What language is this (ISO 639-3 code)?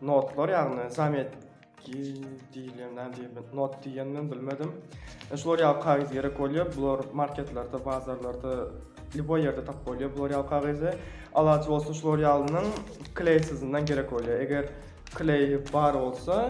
tuk